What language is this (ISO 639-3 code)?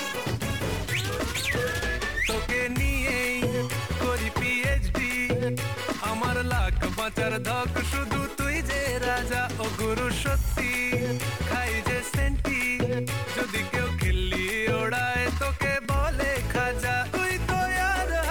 ben